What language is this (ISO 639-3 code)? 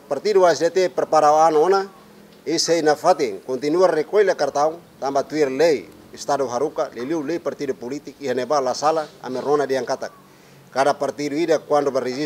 tet